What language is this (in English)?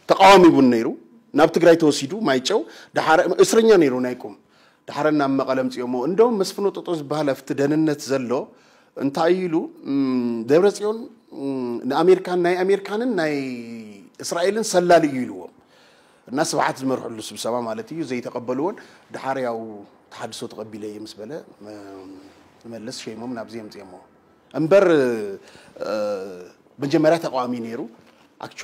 Tigrinya